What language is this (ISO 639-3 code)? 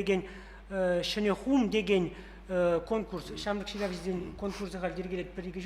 chv